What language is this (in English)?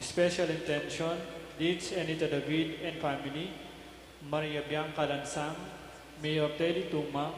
Pampanga